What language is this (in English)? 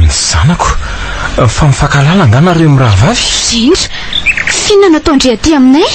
Malagasy